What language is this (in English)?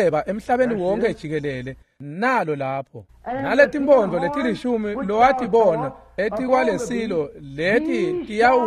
Swati